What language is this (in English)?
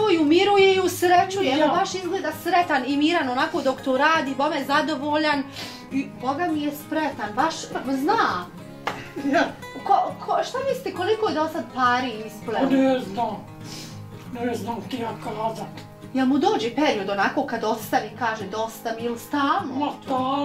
Bosnian